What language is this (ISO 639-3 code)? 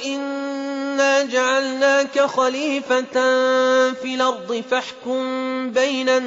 ara